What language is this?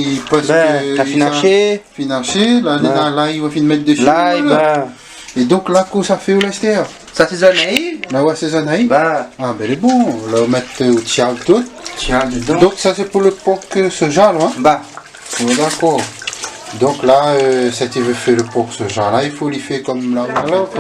Réunion Creole French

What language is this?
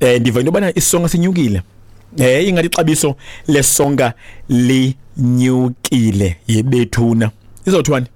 Xhosa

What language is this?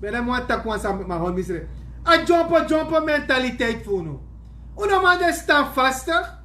Sranan Tongo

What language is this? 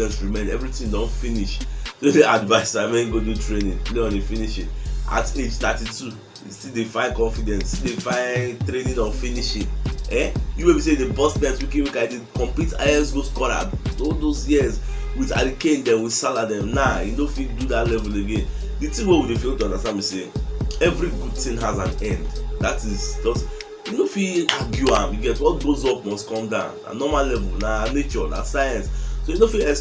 Nigerian Pidgin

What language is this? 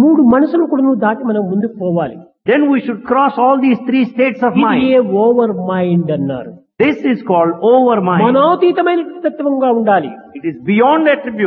Telugu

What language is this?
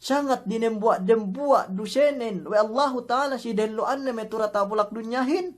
Yakan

